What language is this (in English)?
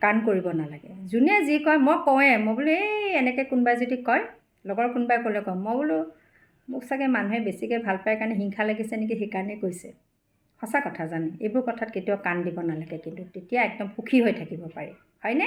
Assamese